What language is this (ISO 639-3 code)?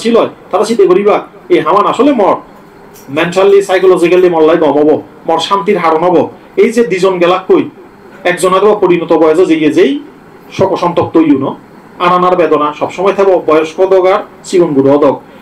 ccp